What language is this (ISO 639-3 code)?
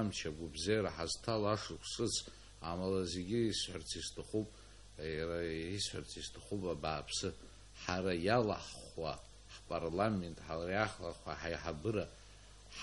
abk